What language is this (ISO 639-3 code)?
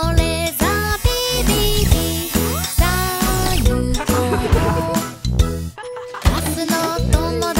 jpn